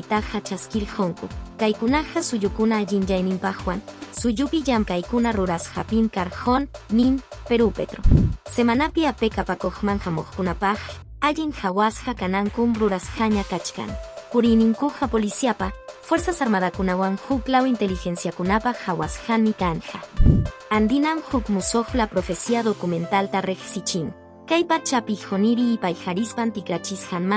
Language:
Quechua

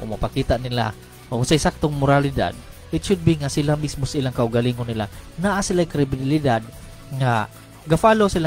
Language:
Cebuano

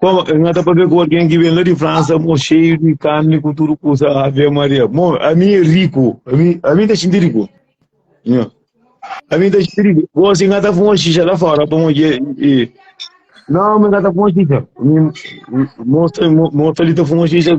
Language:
Kabuverdianu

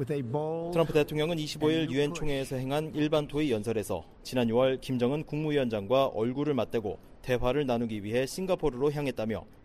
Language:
Korean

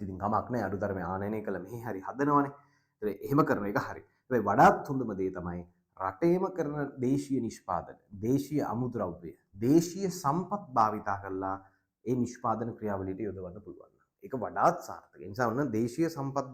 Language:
Sinhala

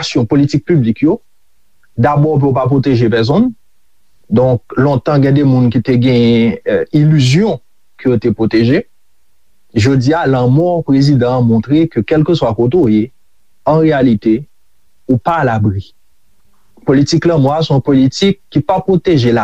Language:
Haitian Creole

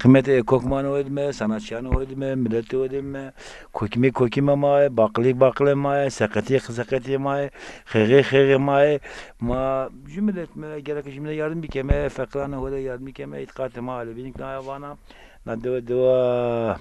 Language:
Zaza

